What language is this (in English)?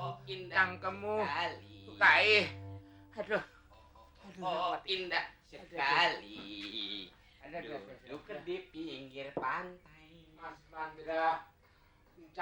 Betawi